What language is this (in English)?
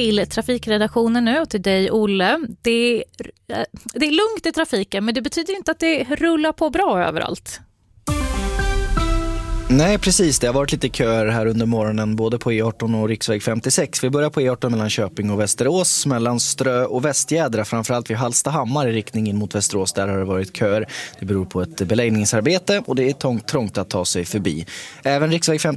Swedish